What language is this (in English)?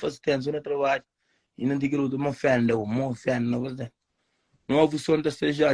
Kabuverdianu